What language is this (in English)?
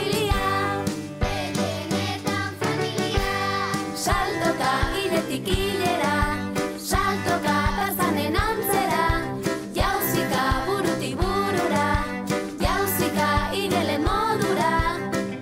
Basque